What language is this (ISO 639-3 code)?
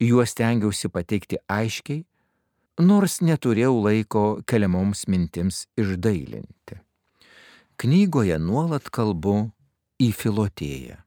lit